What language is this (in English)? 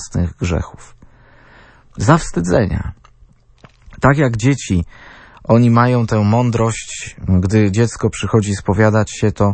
Polish